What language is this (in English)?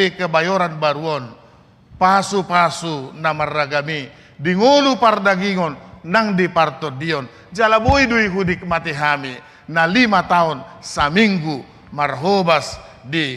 Batak Toba